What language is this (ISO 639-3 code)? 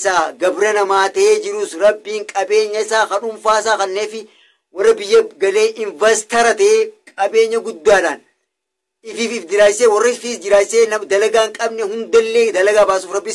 orm